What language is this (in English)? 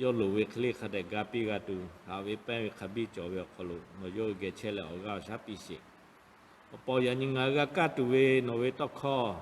Lahu